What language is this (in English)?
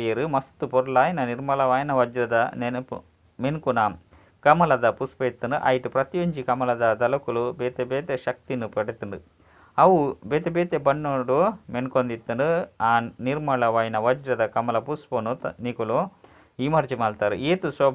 Tulu